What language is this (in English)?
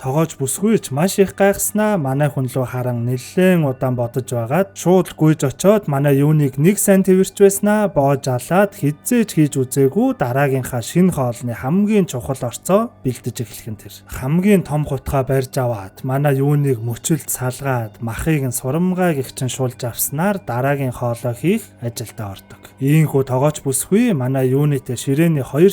Mongolian